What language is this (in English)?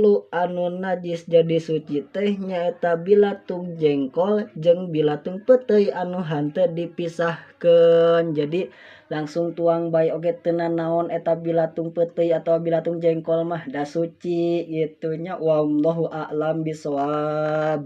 Sundanese